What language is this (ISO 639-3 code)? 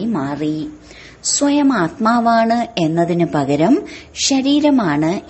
mal